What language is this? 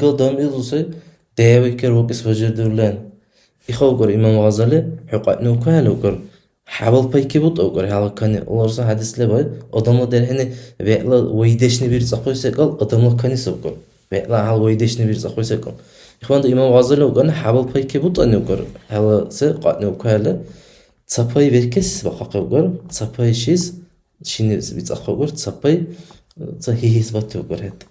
Dargwa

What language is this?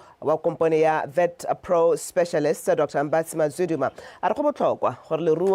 Tswana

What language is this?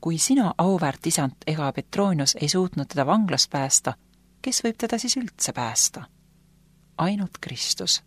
Estonian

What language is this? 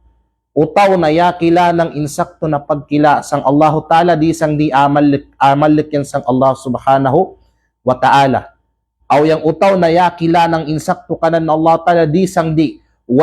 Kalagan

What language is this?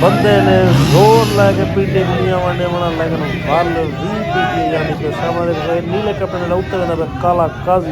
Saraiki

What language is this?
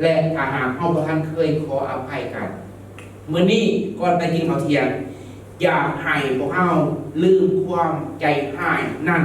Lao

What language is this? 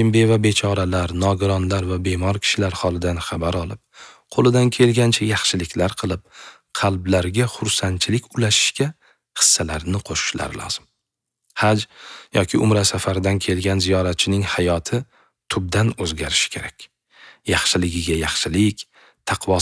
Uzbek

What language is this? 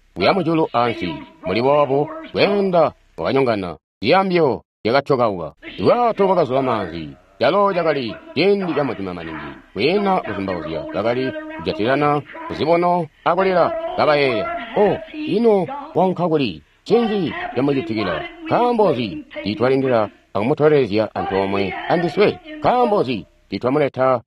Tonga (Zambia)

